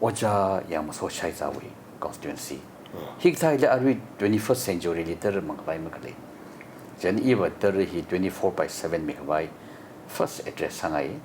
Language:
Tangkhul Naga (India)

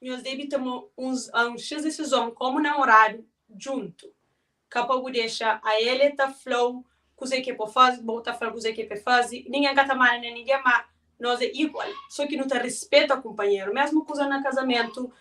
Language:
Kabuverdianu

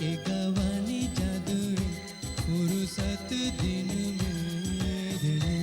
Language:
Divehi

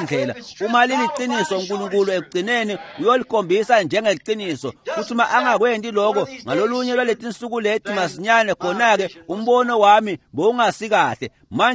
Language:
Swati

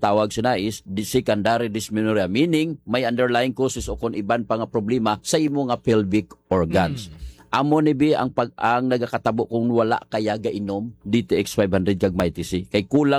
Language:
Hiligaynon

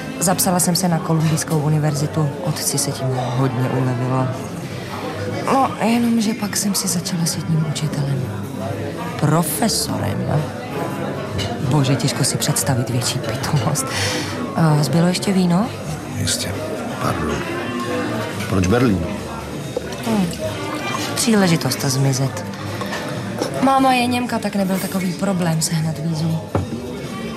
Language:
Czech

